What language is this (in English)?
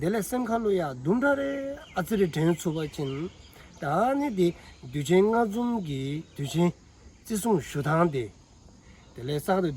Dzongkha